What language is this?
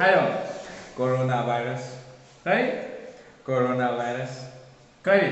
Manipuri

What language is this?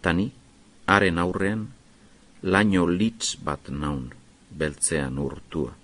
Basque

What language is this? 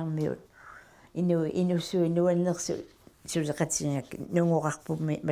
Kalaallisut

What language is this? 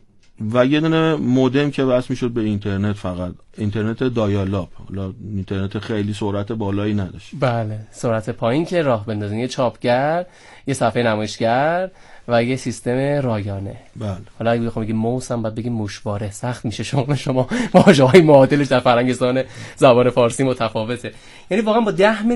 Persian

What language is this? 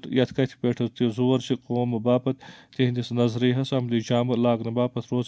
Kashmiri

